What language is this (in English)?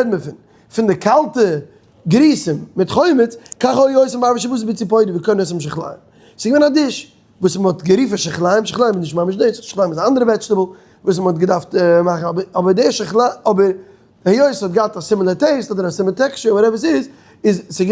Yiddish